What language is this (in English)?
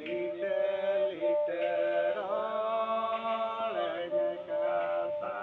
Santali